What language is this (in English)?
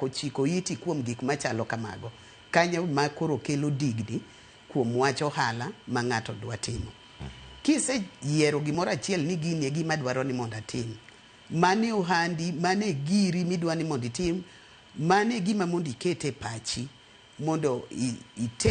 Luo (Kenya and Tanzania)